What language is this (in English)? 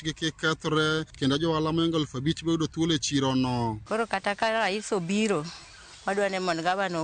Luo (Kenya and Tanzania)